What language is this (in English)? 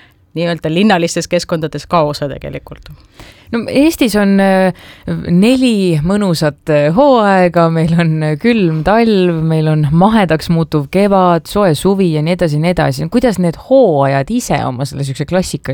Estonian